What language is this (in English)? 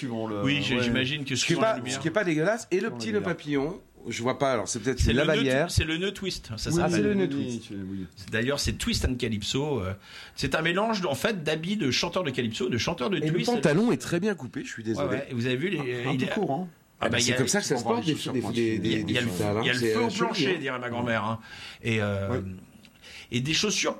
French